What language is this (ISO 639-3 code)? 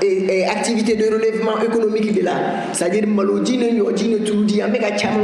bam